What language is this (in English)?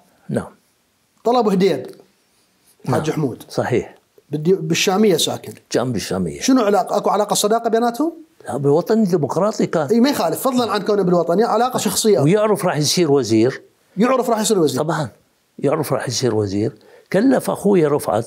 Mesopotamian Arabic